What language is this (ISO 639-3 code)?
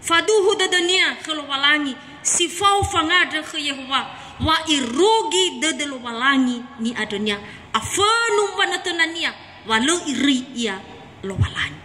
nia